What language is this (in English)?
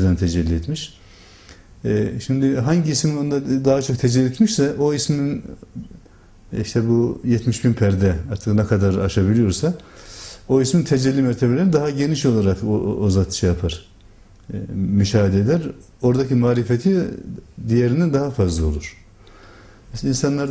Turkish